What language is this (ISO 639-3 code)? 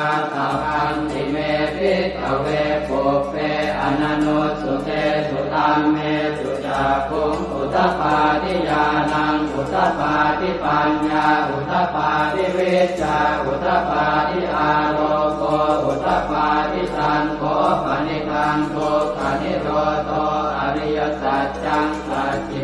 pli